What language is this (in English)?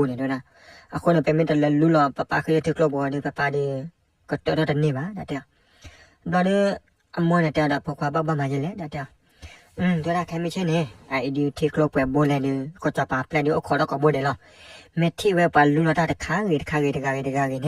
S'gaw Karen